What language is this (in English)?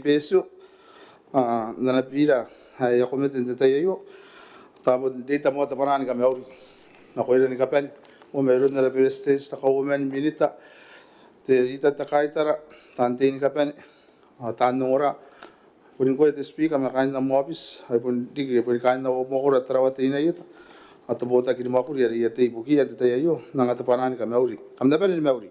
Gilbertese